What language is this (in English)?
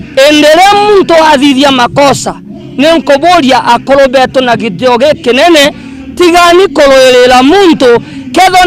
Meru